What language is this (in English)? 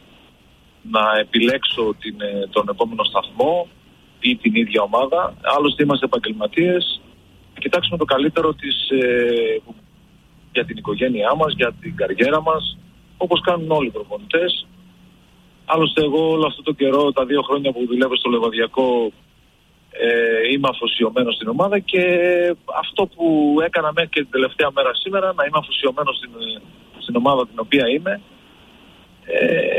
Greek